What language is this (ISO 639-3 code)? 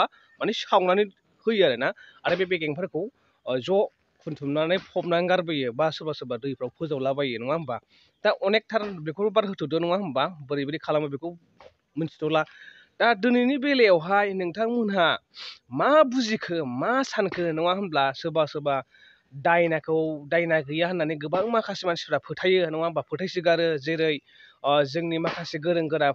brx